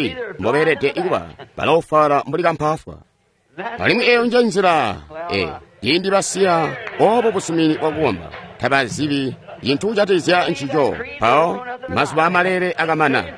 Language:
Tonga (Zambia)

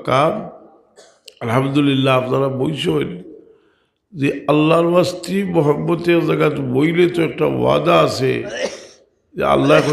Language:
Sylheti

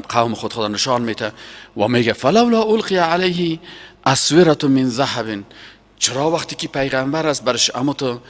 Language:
Persian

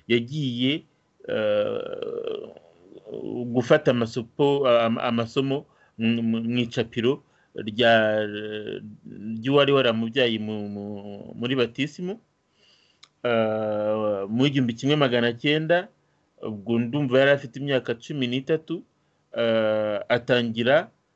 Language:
Kinyarwanda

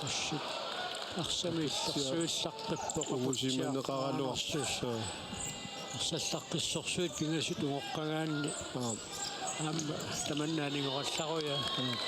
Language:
Kalaallisut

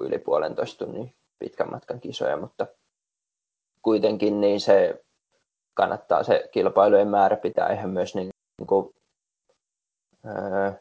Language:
Finnish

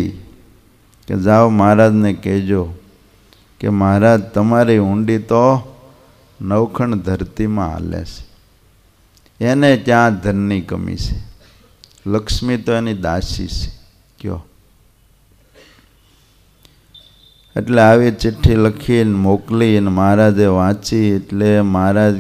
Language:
Gujarati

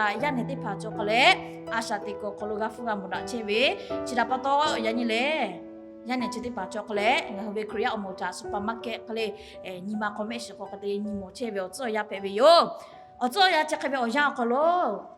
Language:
Lahu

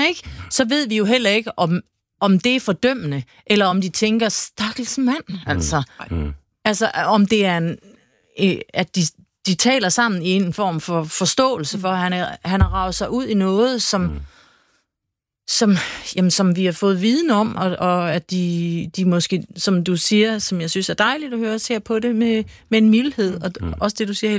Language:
Danish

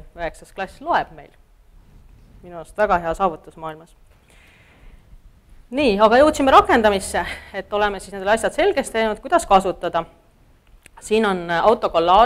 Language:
Estonian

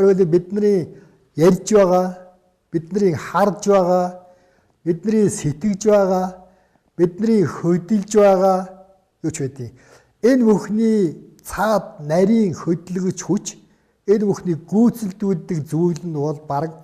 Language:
Mongolian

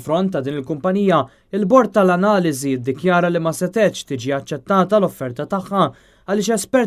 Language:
Maltese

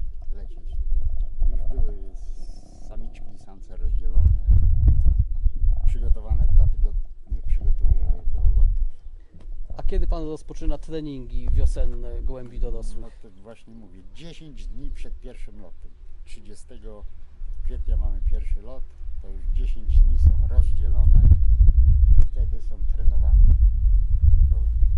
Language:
Polish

